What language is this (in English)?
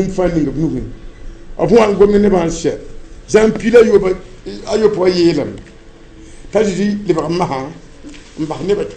Mossi